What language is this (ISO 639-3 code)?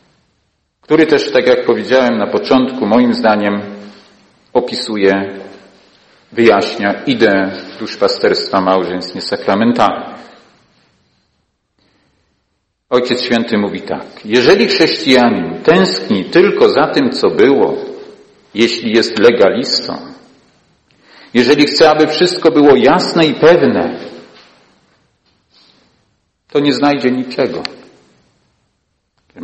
pol